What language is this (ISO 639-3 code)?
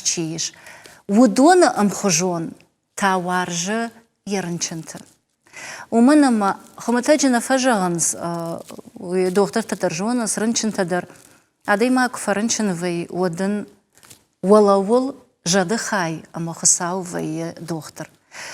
oss